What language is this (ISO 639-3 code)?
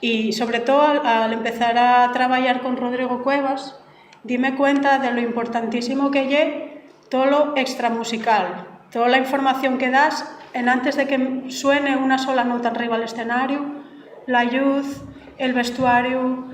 ast